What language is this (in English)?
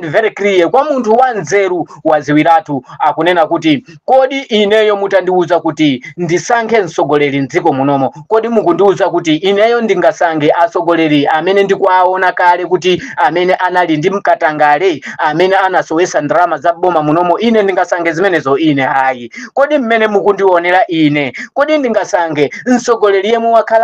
Nyanja